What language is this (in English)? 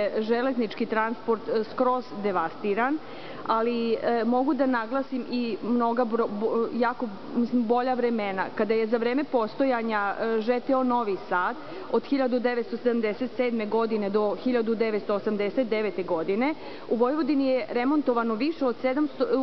Serbian